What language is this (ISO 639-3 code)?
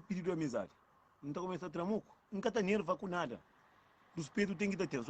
kea